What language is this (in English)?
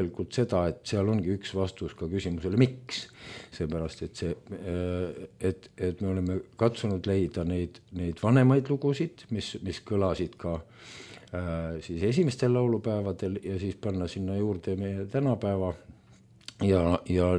Estonian